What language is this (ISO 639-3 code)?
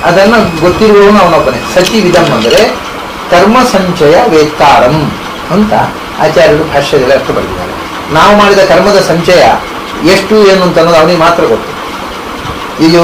kan